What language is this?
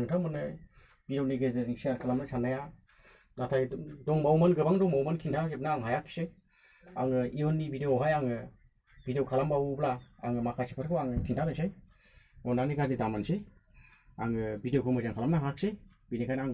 Bodo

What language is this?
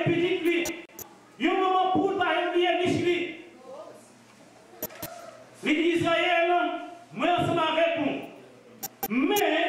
French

